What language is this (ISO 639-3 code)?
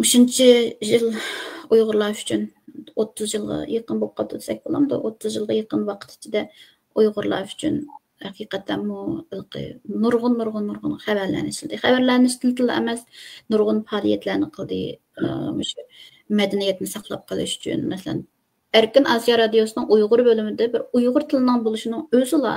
uig